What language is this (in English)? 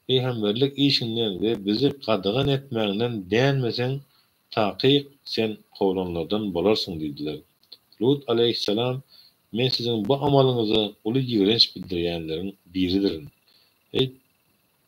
Turkmen